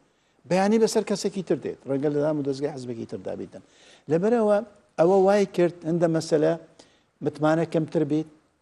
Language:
Central Kurdish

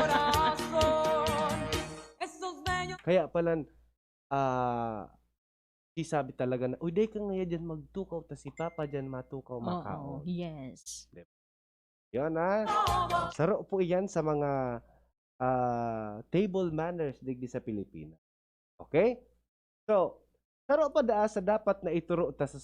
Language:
Bikol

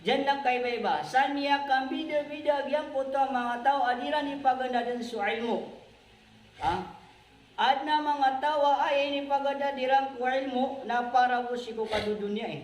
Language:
Maranao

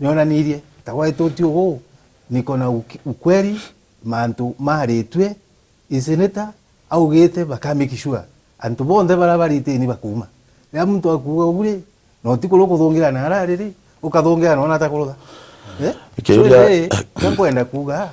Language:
Meru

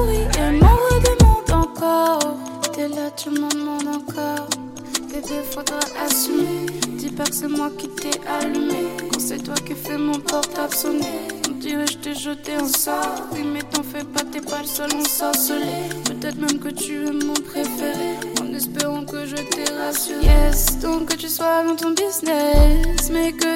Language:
French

